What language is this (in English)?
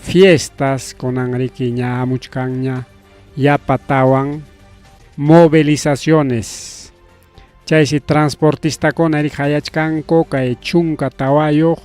Ayacucho Quechua